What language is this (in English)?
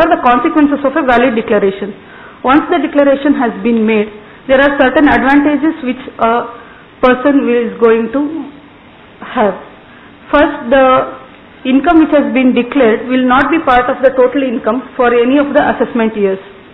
English